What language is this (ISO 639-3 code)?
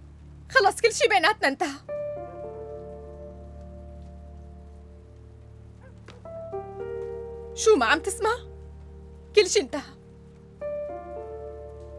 apc